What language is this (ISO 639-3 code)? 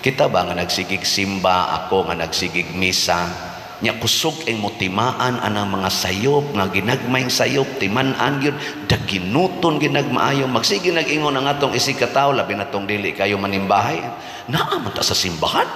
ceb